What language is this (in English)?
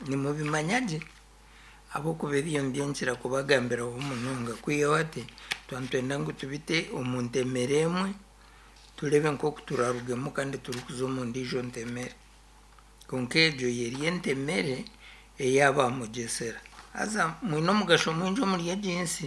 Nyankole